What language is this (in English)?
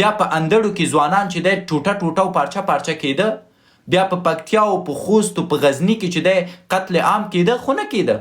Pashto